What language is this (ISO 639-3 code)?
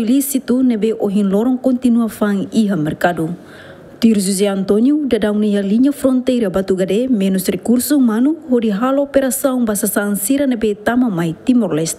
tet